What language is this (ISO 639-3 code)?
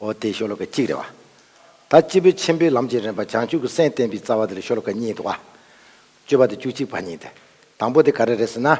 bod